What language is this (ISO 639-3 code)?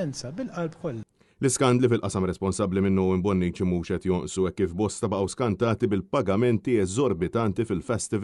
mlt